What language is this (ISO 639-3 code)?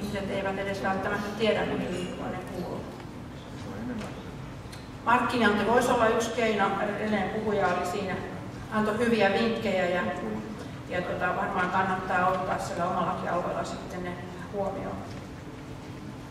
fin